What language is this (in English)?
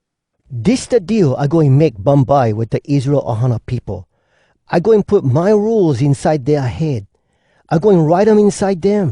Hawai'i Creole English